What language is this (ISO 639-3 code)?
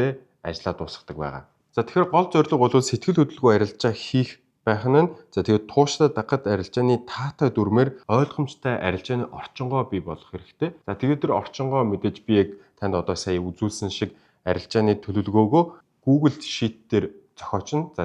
mon